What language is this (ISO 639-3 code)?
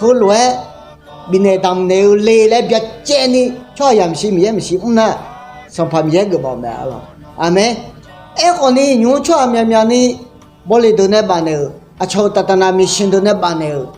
ahk